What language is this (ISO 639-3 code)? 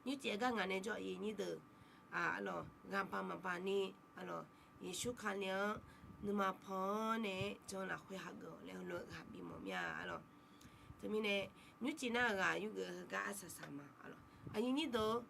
ahk